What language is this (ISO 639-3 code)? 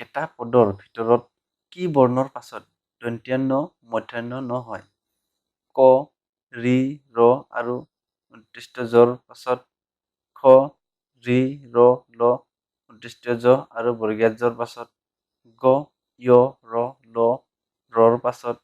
asm